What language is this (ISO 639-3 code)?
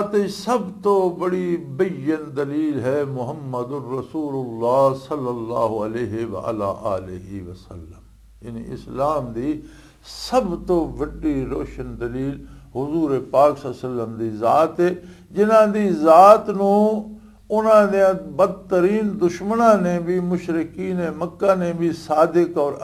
lah